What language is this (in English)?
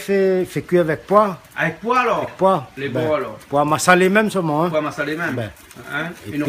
Réunion Creole French